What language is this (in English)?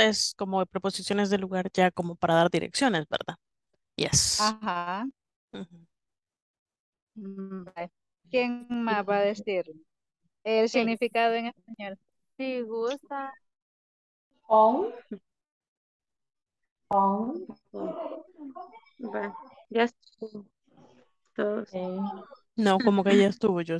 Spanish